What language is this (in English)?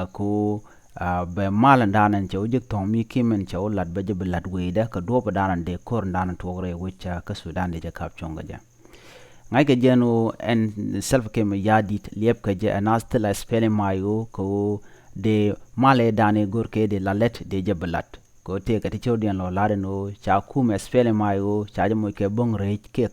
Nuer